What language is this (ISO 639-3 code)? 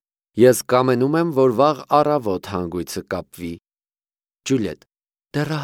hye